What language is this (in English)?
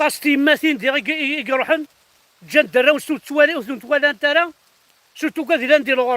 Kabyle